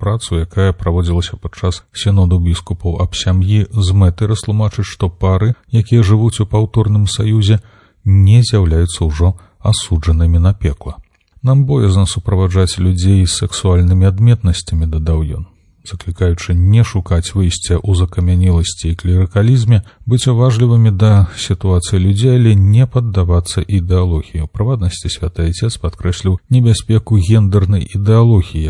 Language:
Belarusian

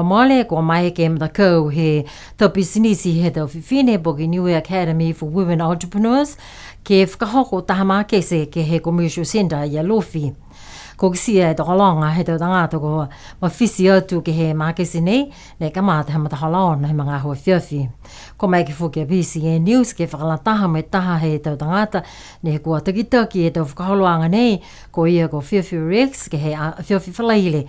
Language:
Niuean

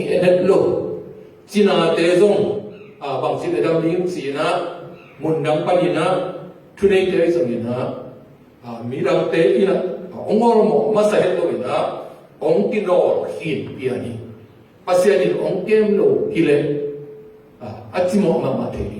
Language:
Tedim Chin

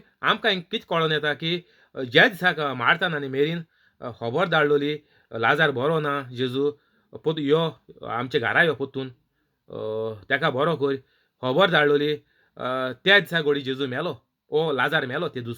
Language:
Konkani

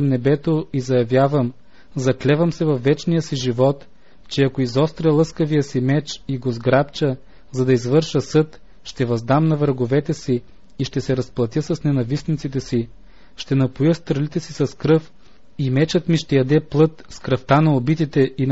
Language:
Bulgarian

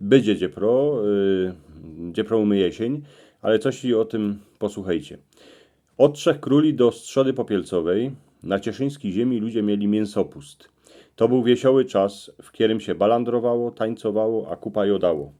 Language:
Silesian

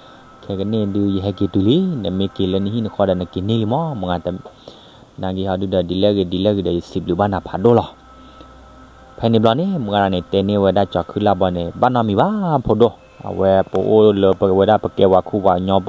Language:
S'gaw Karen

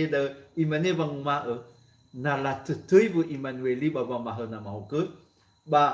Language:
Nias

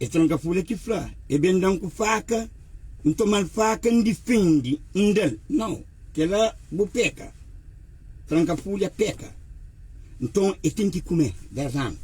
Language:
Kabuverdianu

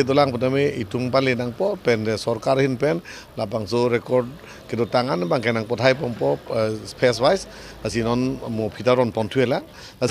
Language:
Karbi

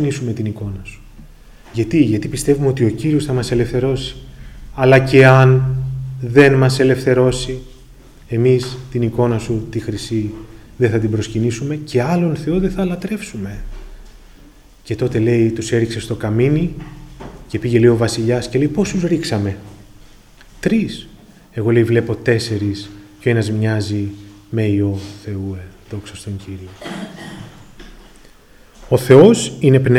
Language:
Greek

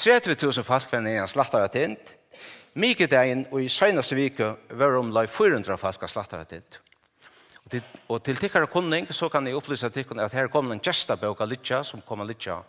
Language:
Faroese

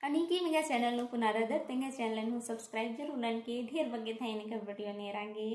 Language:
Kurukh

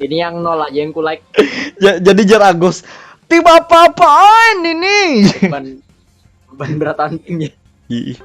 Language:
Banjar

